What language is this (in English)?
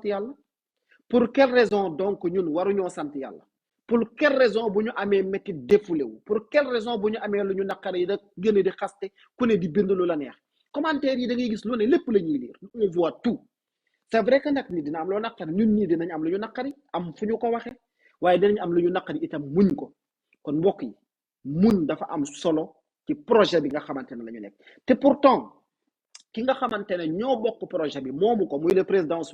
Wolof